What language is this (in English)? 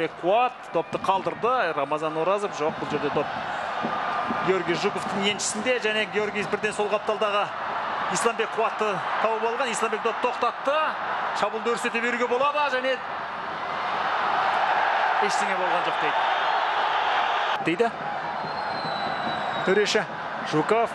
Kazakh